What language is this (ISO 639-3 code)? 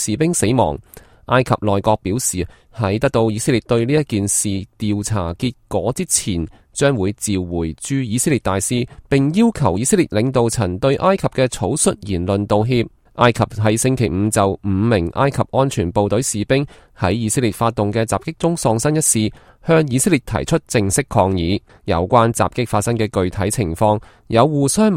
yue